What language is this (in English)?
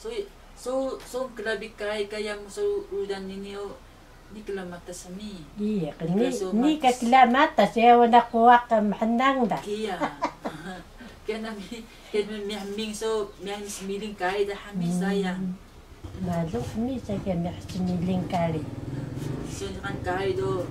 Taroko